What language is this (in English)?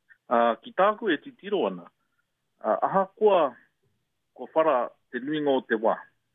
Māori